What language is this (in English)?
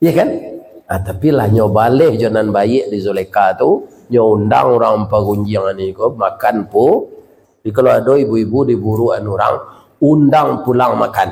Minangkabau